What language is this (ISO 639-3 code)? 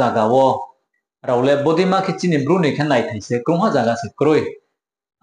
ria